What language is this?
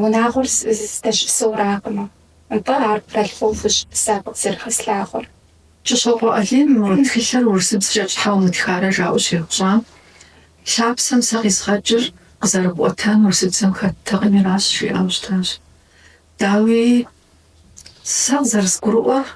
Kabardian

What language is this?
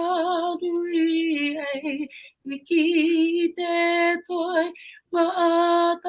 Māori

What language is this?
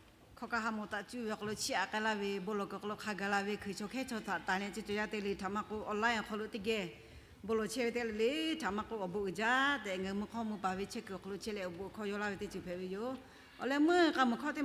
Lahu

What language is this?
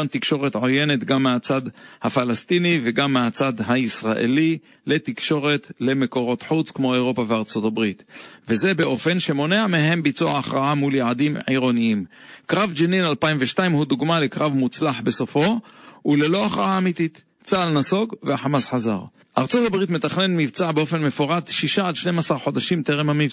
Hebrew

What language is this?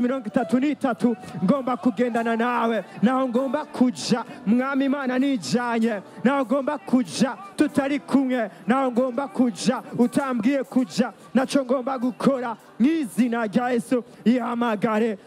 Rundi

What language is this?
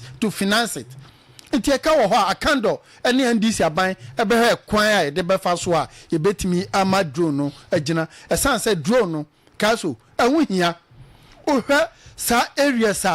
Akan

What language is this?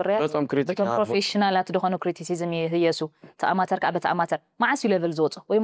Tigrinya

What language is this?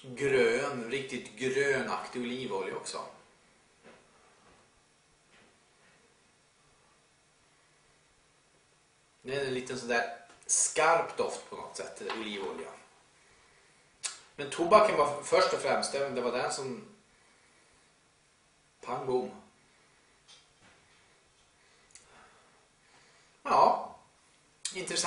Swedish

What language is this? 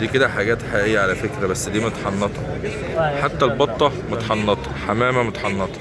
Egyptian Arabic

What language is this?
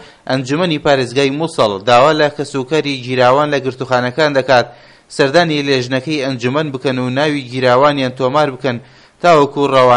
Central Kurdish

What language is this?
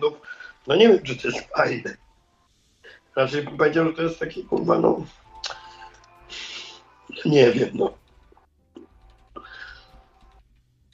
Polish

